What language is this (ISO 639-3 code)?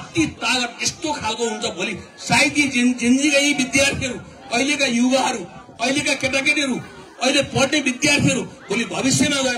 nep